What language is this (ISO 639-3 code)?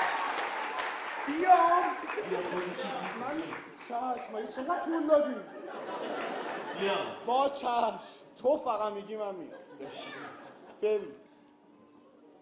fas